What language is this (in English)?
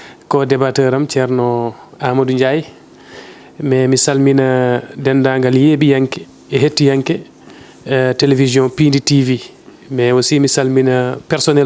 Fula